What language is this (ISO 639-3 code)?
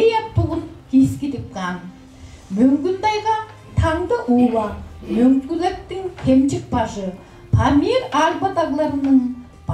tyv